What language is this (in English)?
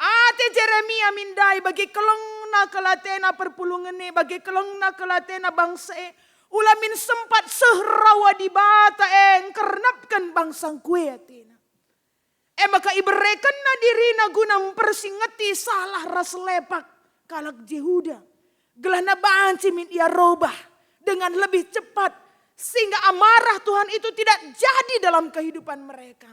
Batak Karo